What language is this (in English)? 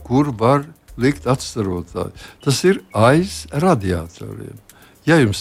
Latvian